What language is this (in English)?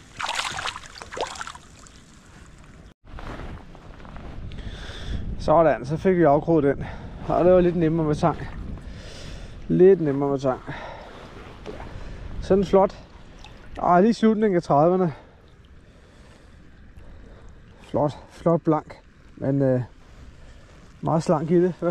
Danish